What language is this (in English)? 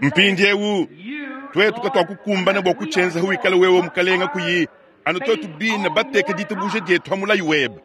Luba-Lulua